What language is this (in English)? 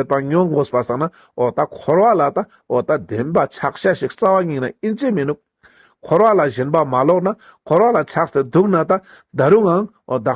Ladakhi